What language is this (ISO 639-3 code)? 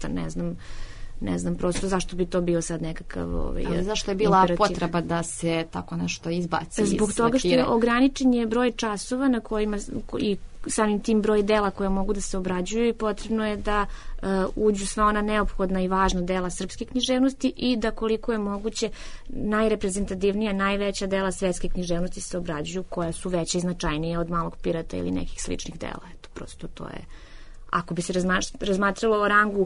srp